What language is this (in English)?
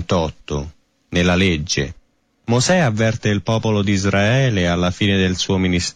Italian